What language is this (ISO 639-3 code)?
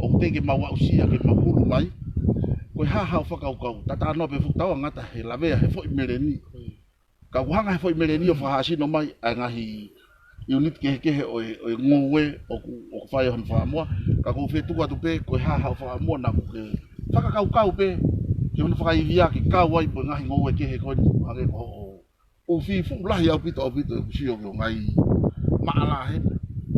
ton